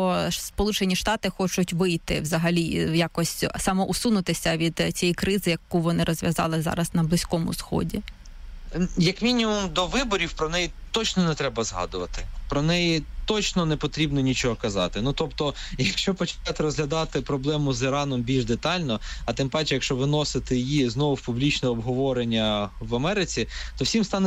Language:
Ukrainian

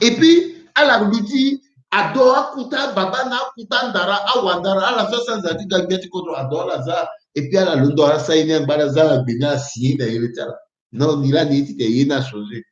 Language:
Sango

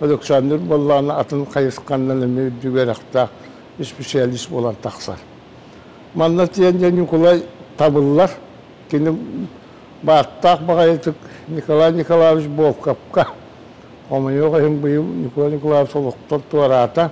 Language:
Yakut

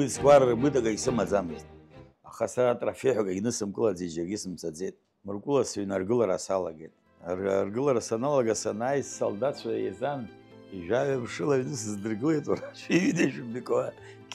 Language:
Abkhazian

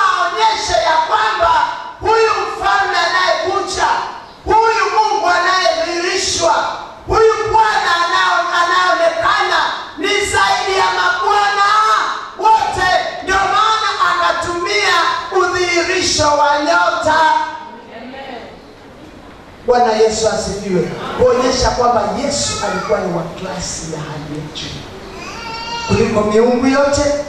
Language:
Swahili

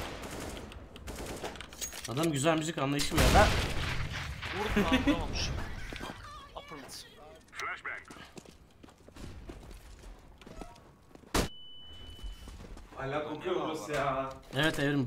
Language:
Turkish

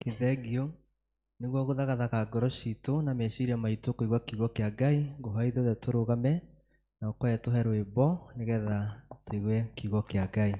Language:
Kikuyu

